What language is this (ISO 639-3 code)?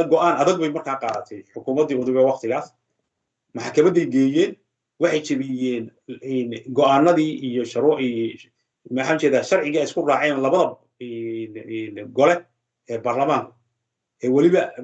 som